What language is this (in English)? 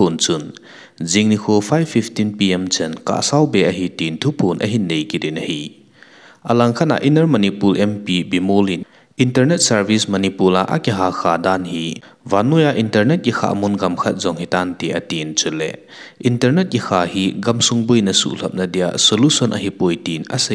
Thado Chin